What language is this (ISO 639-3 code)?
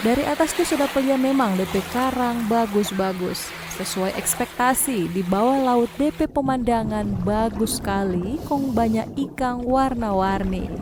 xmm